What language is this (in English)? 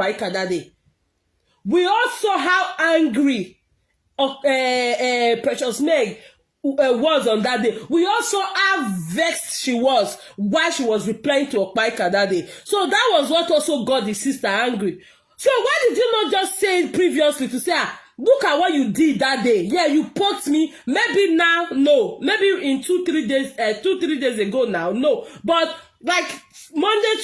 Nigerian Pidgin